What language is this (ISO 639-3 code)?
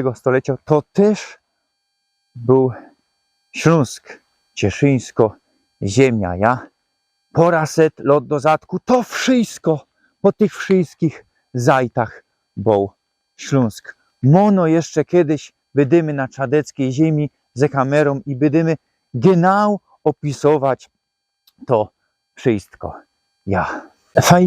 szl